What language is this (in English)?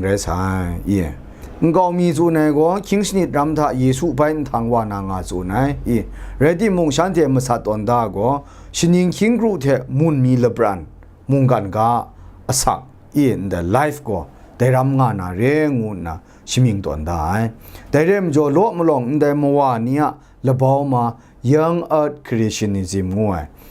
Kachin